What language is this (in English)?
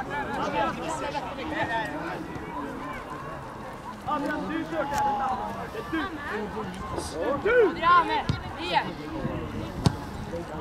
Swedish